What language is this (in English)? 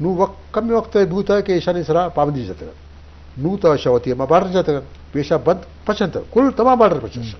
Eastern Balochi